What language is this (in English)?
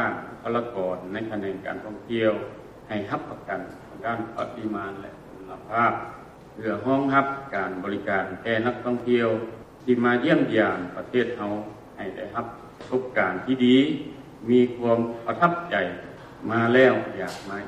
Lao